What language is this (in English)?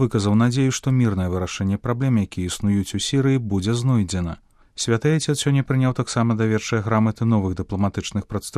Belarusian